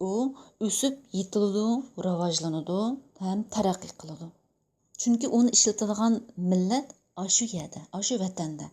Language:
Uyghur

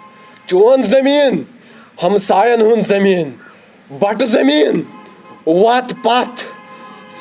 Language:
Kashmiri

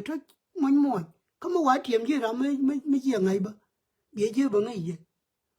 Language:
Nuer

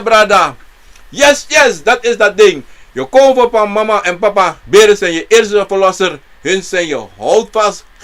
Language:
Sranan Tongo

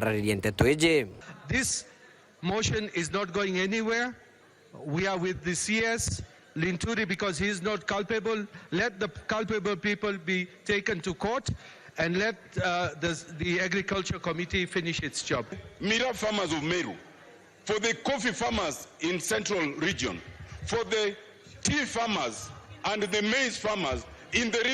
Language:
Meru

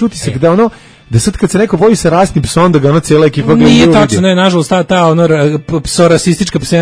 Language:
Serbian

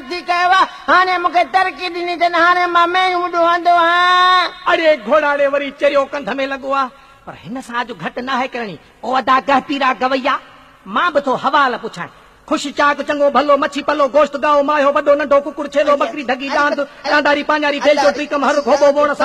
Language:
Sindhi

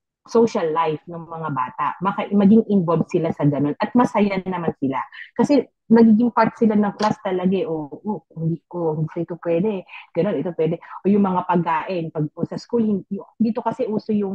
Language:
Filipino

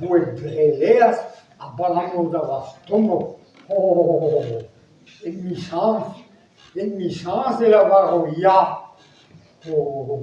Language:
Breton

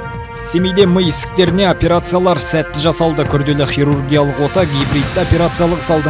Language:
Kazakh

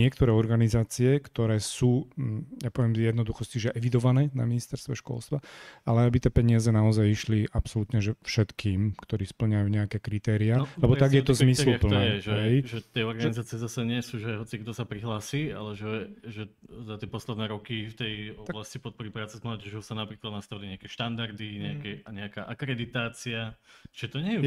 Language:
Slovak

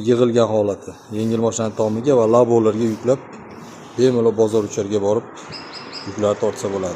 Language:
Uzbek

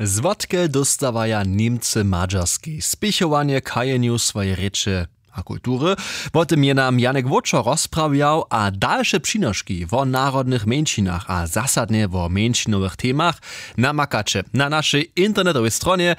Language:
Upper Sorbian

